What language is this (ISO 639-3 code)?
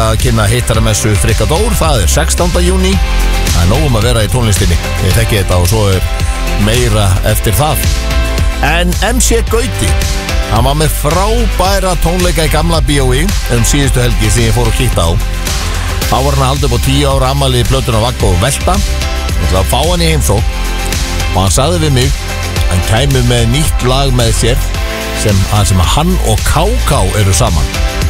isl